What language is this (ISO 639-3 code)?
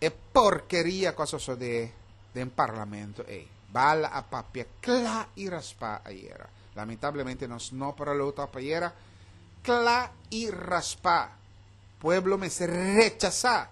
pap